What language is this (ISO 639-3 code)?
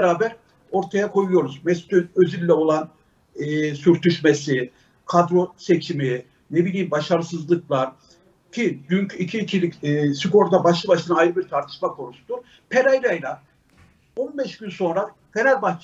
tur